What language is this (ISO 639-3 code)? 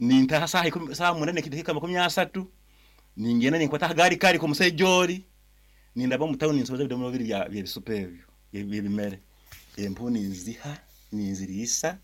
nyn